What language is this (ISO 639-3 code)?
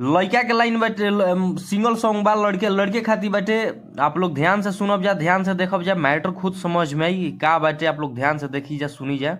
bho